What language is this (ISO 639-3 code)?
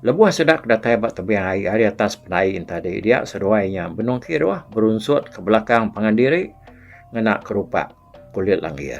iba